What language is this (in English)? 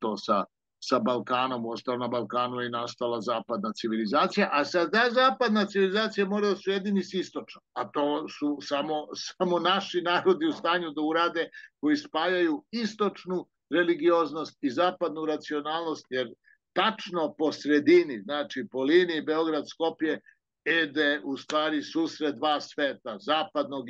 Serbian